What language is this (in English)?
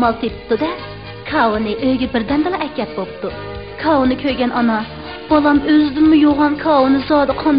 Uyghur